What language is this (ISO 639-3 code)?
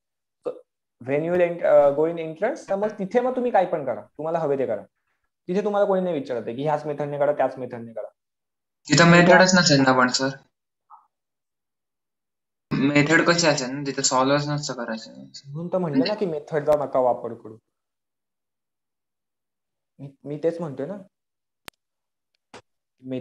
mar